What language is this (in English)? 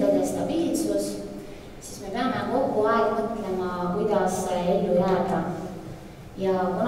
Estonian